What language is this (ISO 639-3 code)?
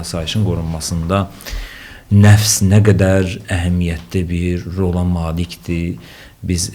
aze